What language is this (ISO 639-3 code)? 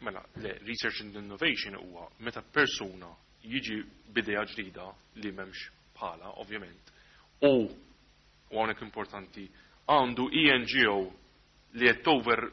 mlt